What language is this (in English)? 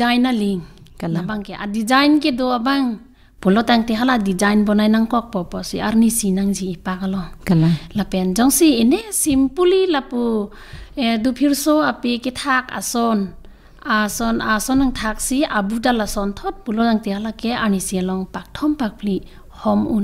Karbi